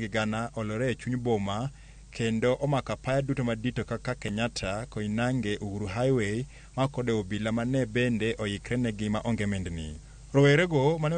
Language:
Luo (Kenya and Tanzania)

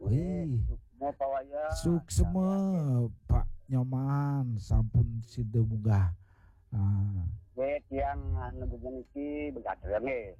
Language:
Balinese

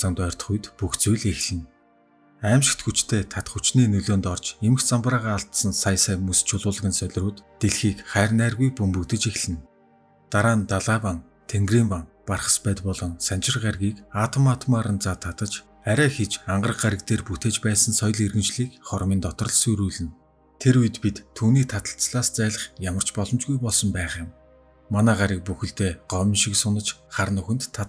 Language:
Mongolian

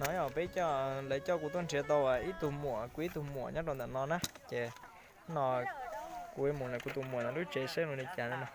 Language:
Hmong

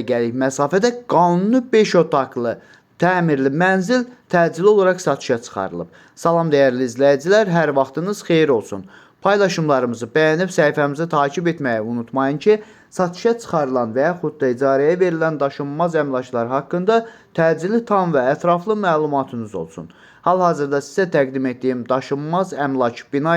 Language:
Azerbaijani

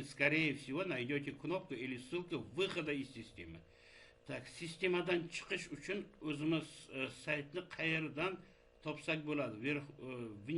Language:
Uzbek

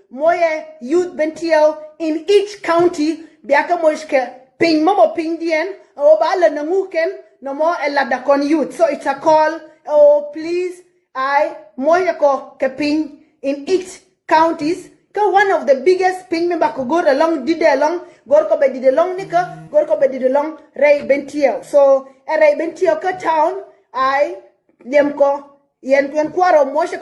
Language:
Nuer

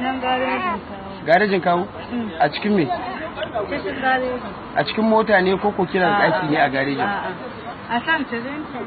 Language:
Hausa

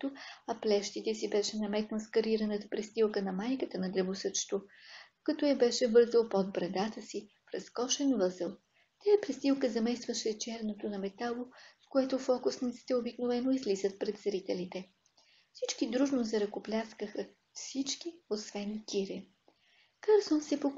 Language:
Bulgarian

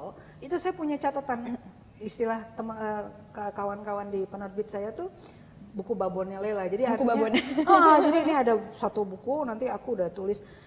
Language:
Indonesian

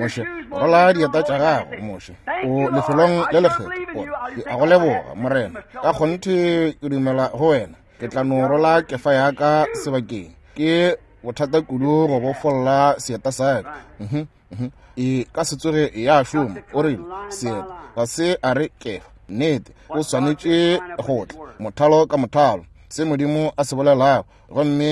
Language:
Northern Sotho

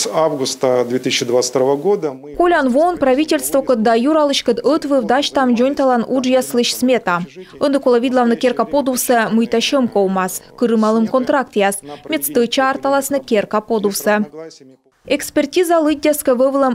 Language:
Komi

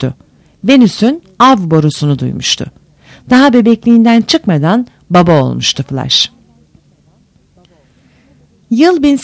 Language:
Turkish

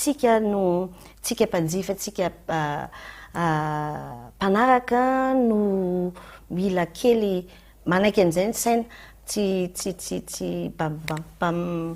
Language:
Malagasy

